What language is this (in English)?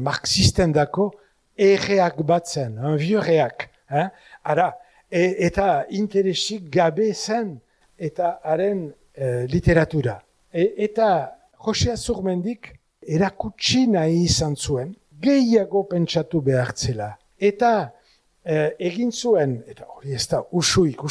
Basque